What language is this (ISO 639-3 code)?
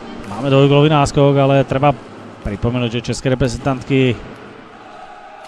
slk